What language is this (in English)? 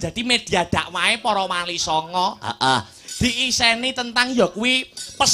Javanese